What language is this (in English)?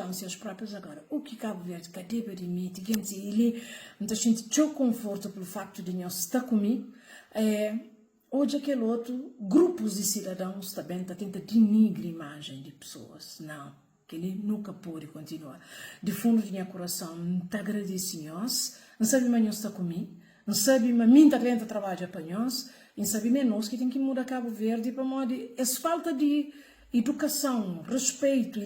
Kabuverdianu